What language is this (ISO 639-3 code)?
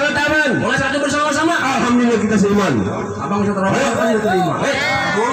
bew